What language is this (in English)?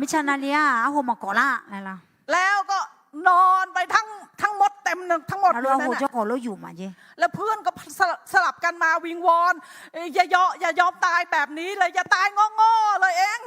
Akha